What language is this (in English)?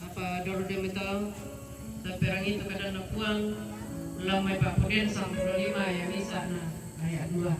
Toraja-Sa'dan